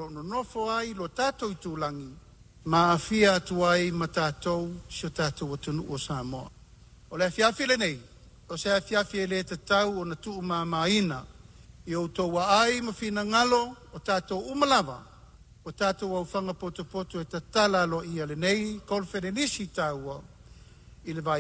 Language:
Samoan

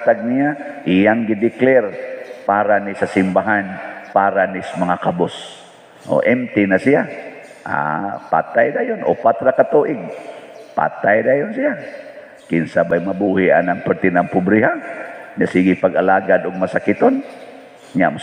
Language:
Cebuano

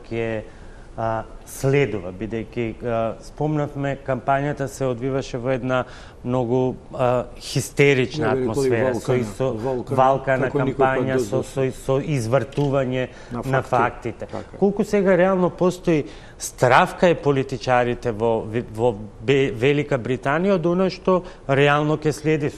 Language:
Macedonian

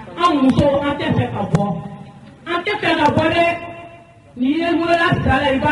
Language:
Bambara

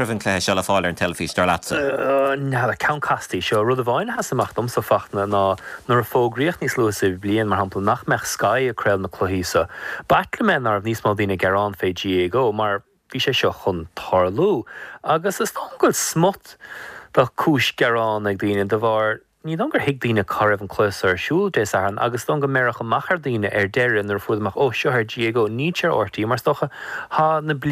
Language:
Irish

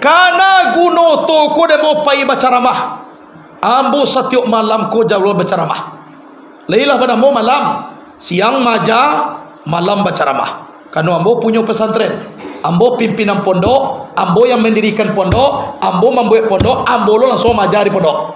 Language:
Minangkabau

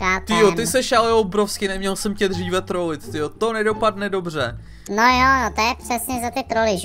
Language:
Czech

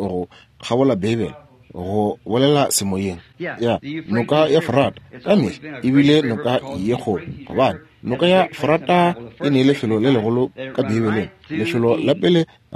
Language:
Northern Sotho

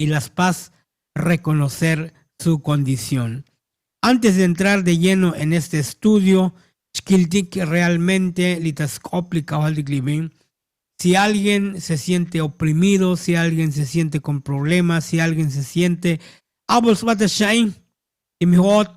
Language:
Tzotzil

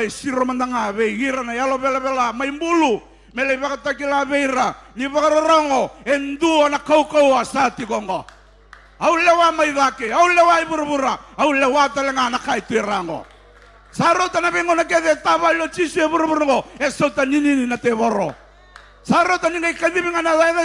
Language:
Fijian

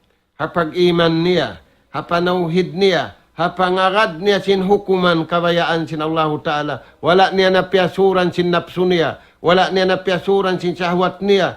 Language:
Tausug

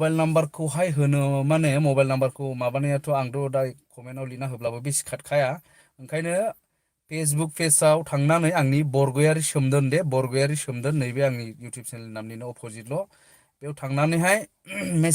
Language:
Bodo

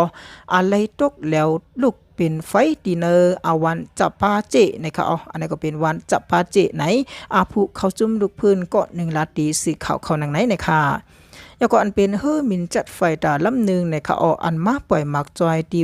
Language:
Shan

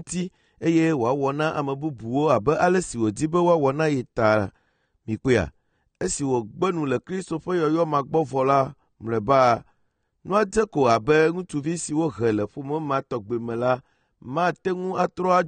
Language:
Ewe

